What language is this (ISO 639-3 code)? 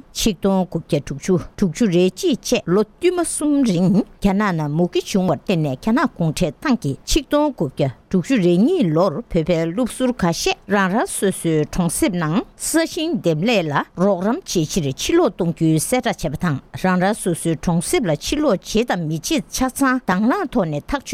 bod